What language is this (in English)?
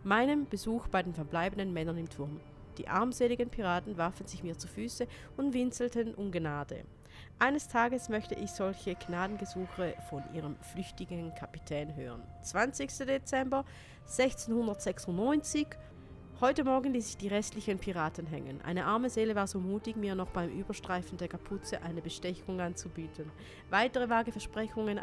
Swiss German